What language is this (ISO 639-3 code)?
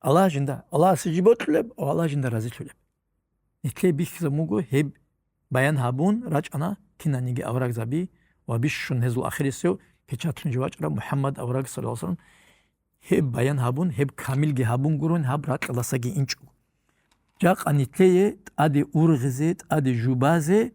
ava